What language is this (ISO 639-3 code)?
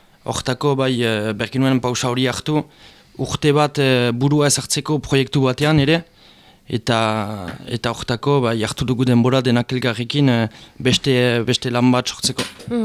eus